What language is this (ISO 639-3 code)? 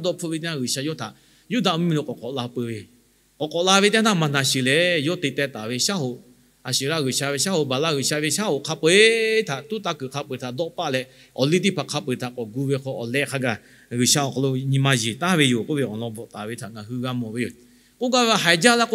lhu